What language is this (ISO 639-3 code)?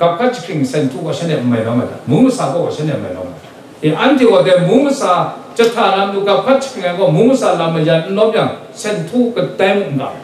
kac